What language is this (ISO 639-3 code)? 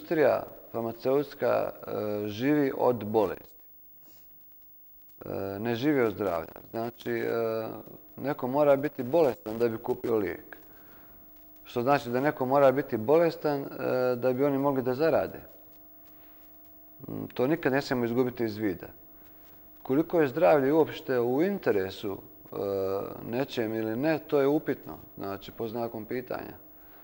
bos